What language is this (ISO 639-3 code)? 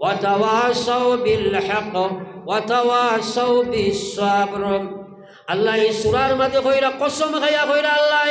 syl